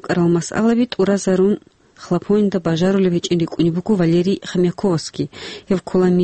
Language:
Avaric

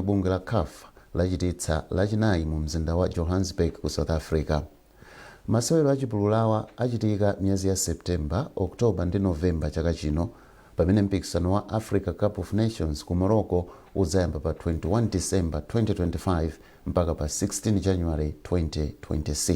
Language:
Nyanja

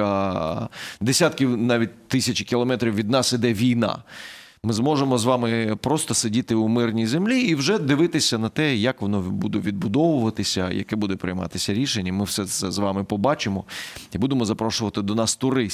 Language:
Ukrainian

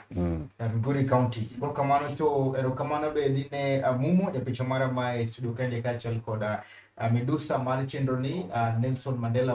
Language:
Luo (Kenya and Tanzania)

